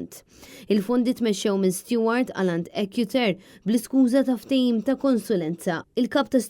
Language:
Maltese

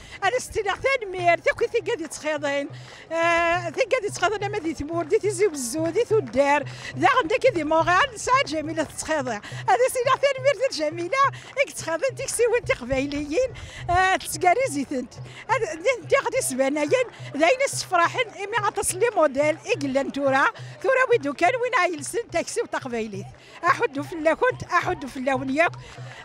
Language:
Kabyle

